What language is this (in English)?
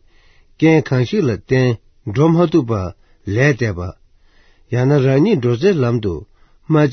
Tibetan